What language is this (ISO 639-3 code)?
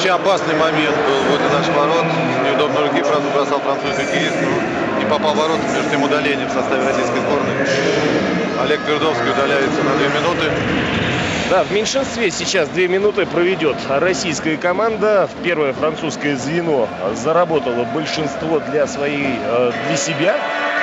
rus